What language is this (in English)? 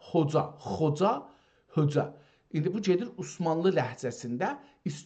South Azerbaijani